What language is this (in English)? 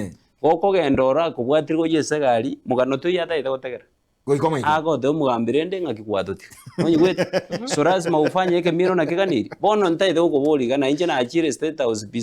Gusii